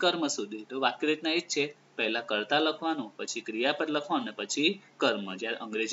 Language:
Gujarati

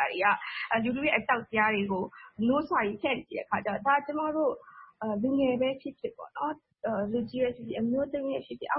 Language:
Burmese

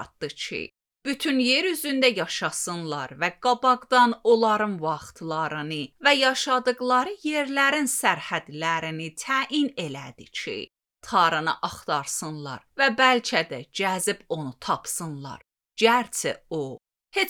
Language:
Azerbaijani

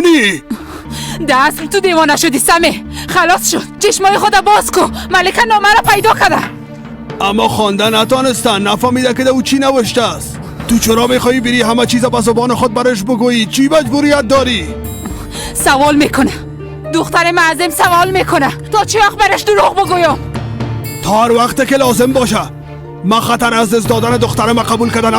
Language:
Persian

